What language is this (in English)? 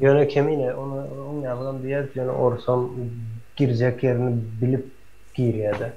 Turkmen